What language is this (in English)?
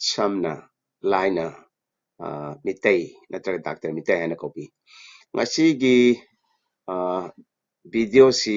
Manipuri